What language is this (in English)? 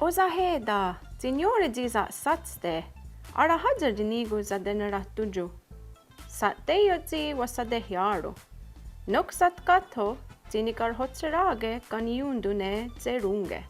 Mohawk